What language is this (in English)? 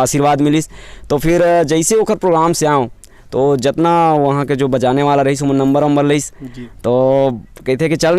Chhattisgarhi